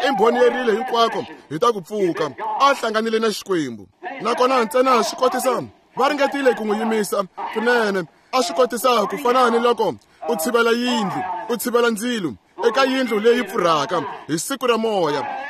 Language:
Tsonga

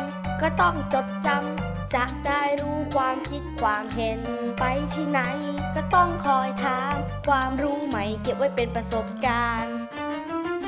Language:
Thai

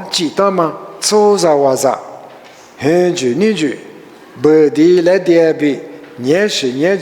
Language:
Lisu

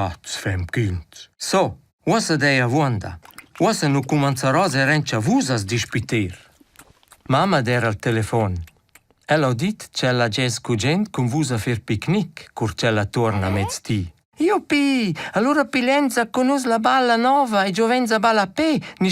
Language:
Romansh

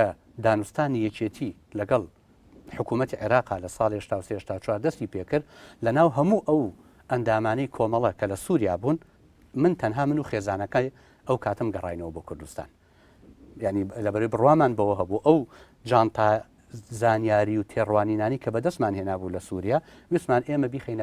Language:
Central Kurdish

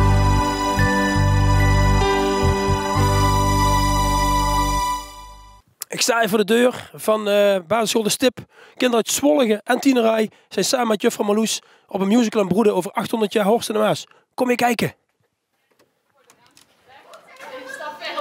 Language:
Dutch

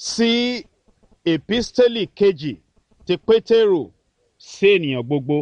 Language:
Yoruba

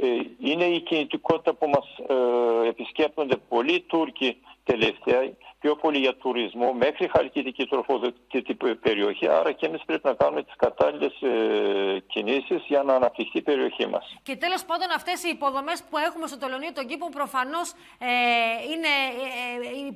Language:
Greek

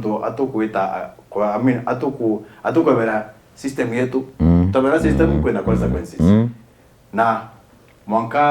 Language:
Meru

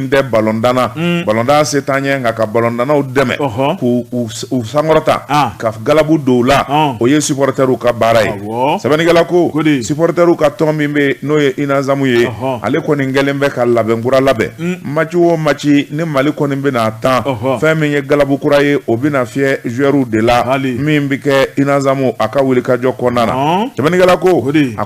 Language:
Bambara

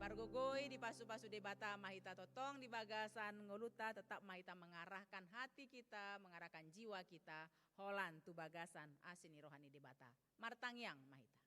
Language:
Batak Toba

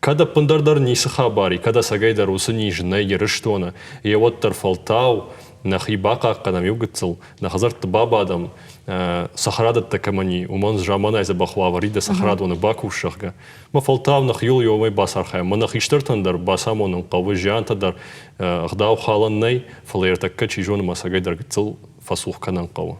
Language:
Ossetic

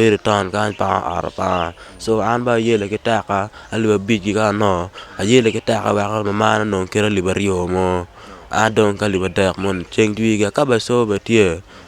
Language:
Acoli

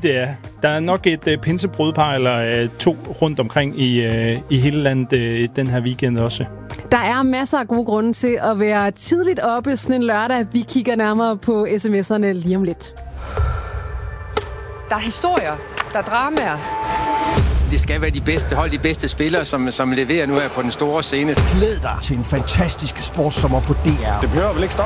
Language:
Danish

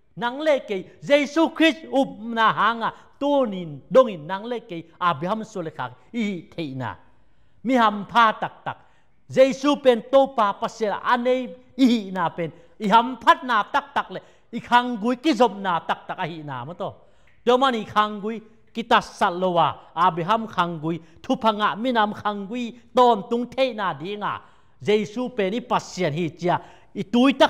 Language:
Tedim Chin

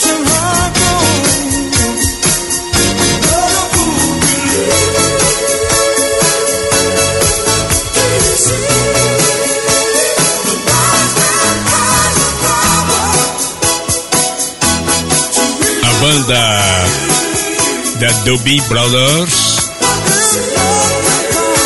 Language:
Portuguese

